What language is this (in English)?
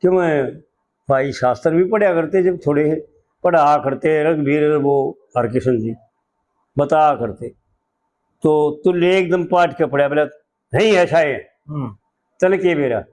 Haryanvi